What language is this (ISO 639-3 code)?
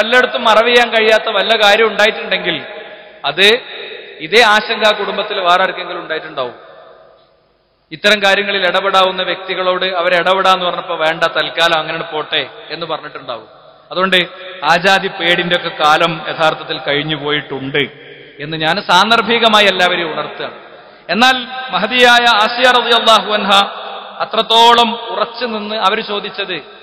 mal